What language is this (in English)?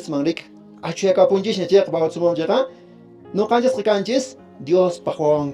Quechua